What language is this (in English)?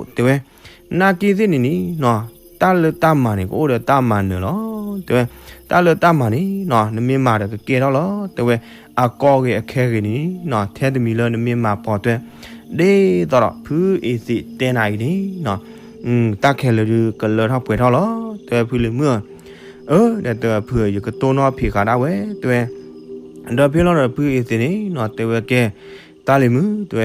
S'gaw Karen